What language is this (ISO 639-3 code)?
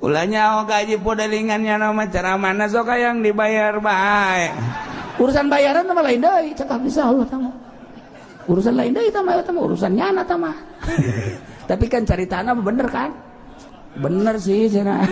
sun